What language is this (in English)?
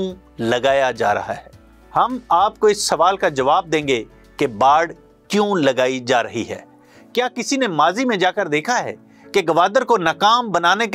Urdu